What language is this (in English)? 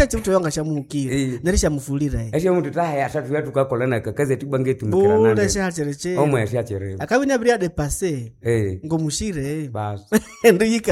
Nande